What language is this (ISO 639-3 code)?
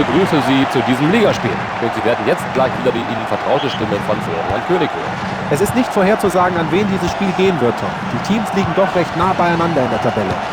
bar